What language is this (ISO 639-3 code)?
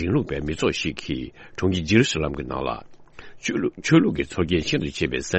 bod